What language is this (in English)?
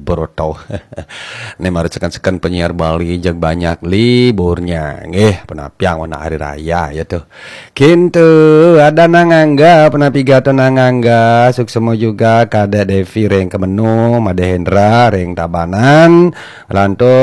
Balinese